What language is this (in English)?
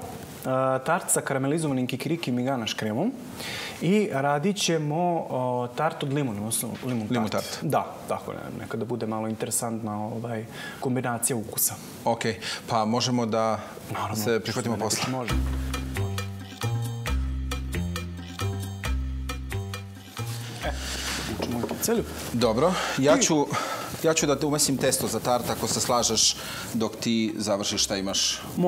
Serbian